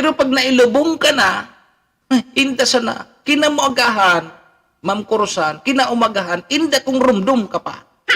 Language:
Bikol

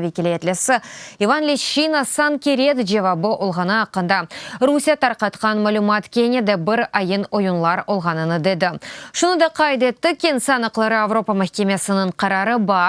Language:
Crimean Tatar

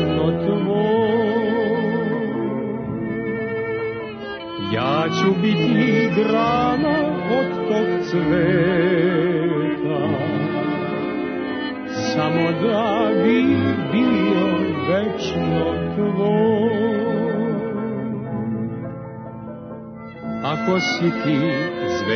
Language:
Serbian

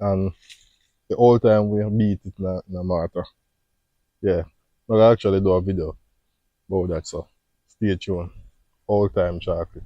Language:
Jamaican Creole English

